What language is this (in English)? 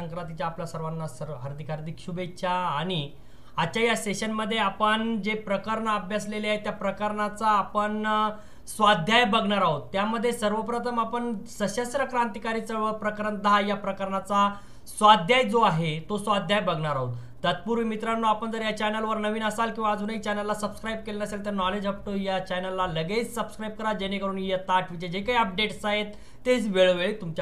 Marathi